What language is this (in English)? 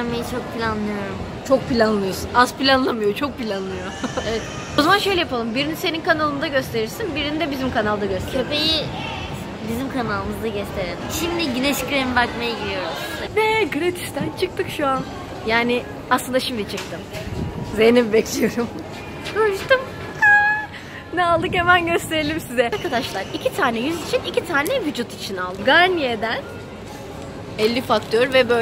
Turkish